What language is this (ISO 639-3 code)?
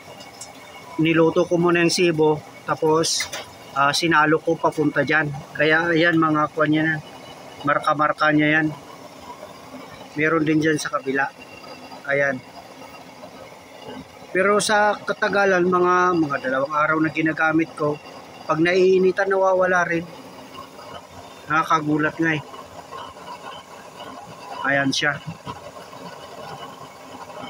fil